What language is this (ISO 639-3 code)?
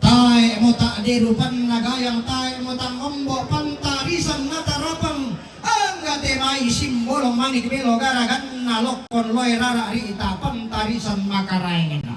sda